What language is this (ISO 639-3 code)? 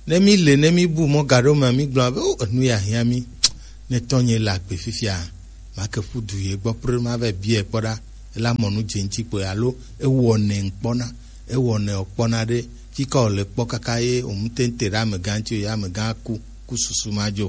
gej